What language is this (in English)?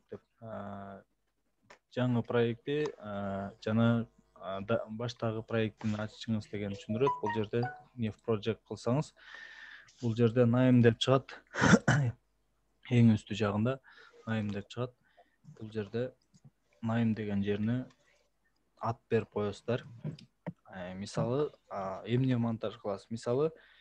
Kyrgyz